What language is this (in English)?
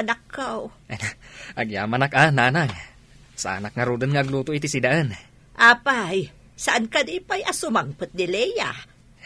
Iloko